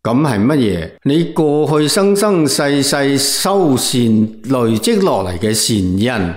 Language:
Cantonese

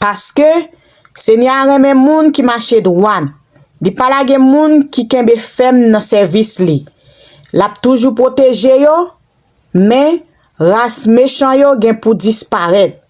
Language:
Haitian Creole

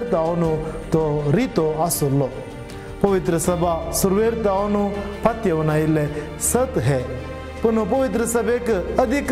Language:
Konkani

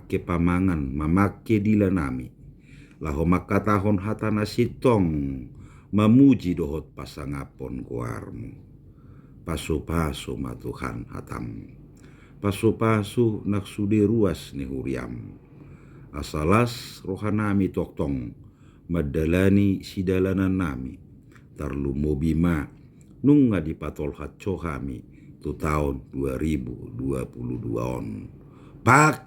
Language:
Batak Toba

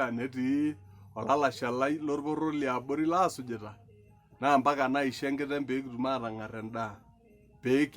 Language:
Masai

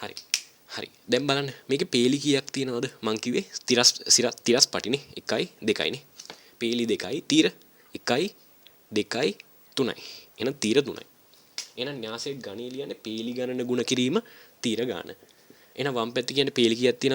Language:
Sinhala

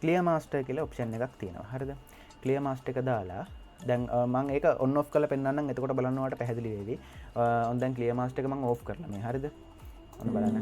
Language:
Sinhala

